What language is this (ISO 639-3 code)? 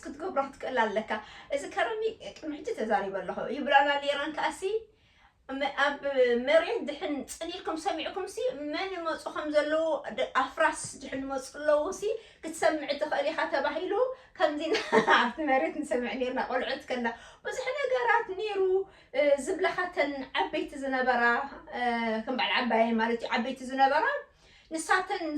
tir